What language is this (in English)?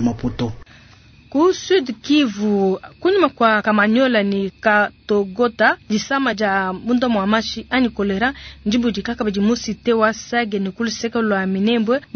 Luba-Lulua